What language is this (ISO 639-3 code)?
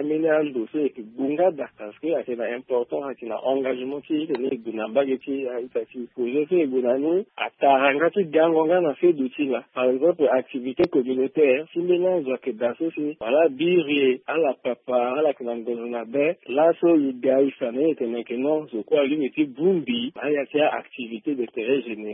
sag